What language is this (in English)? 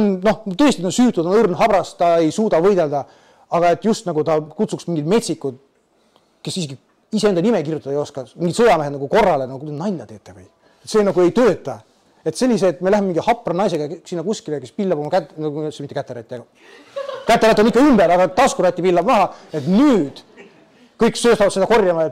Estonian